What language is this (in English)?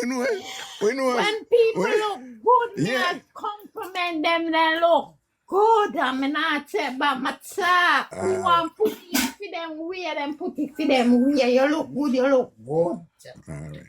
Jamaican Creole English